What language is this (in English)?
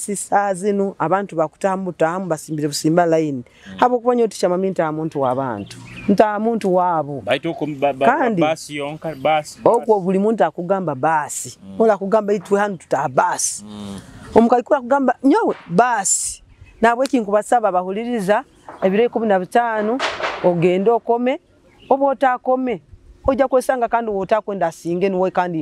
Nyoro